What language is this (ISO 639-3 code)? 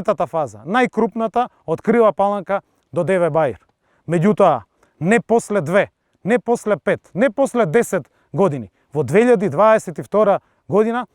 mkd